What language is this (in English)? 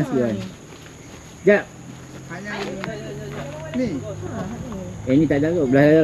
Malay